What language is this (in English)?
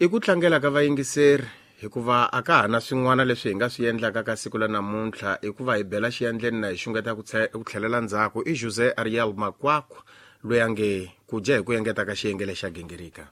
Tsonga